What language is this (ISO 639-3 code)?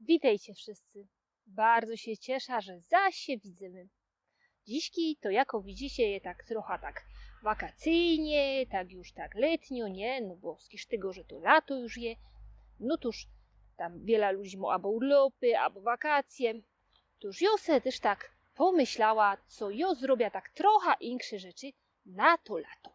szl